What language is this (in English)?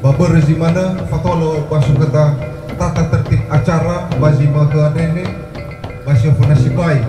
Nias